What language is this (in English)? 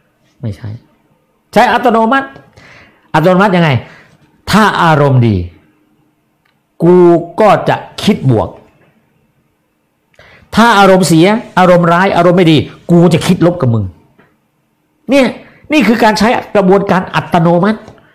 Thai